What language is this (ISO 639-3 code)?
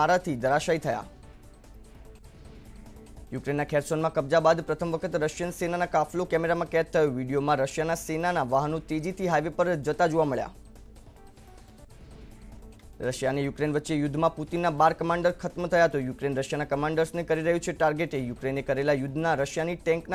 guj